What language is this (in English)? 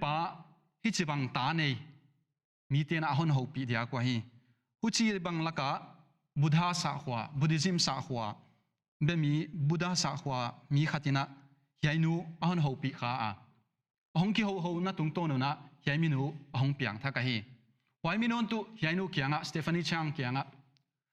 Paite Chin